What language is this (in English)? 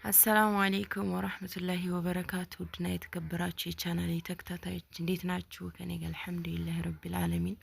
Amharic